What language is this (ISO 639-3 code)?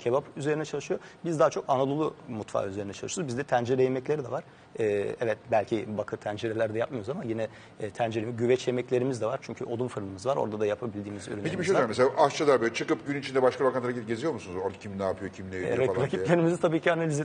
tur